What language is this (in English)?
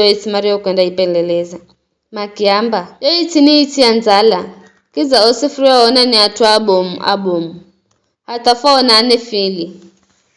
Giryama